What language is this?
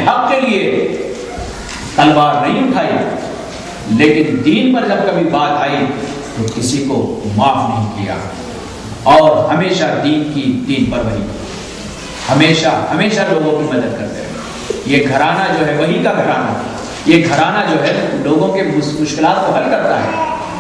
Urdu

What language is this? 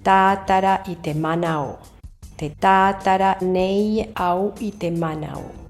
Tahitian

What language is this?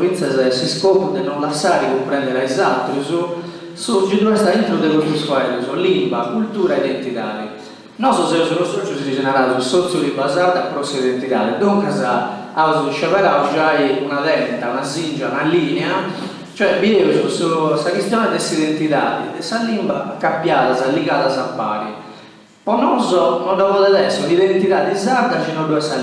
Sardinian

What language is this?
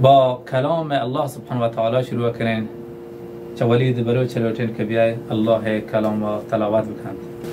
Baluchi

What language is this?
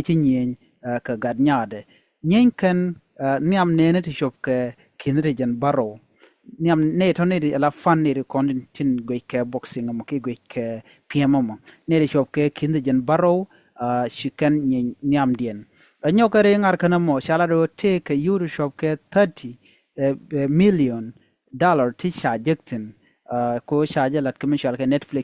Nuer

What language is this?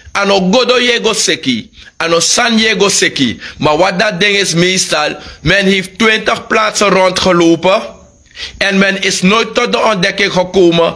Sranan Tongo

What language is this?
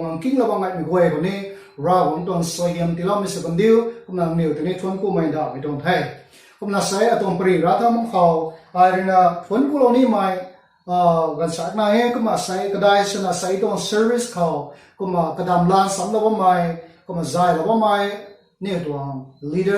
Rongmei Naga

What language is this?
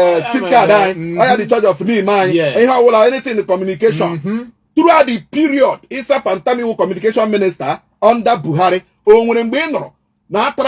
Igbo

